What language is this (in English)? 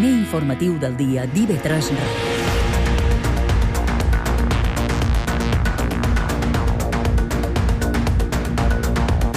Catalan